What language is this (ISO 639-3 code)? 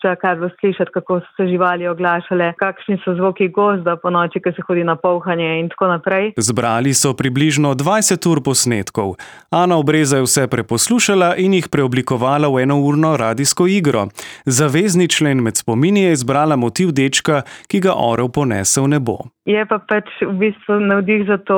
slv